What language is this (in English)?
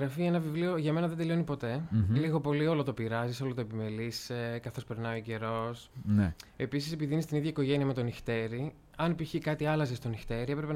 Greek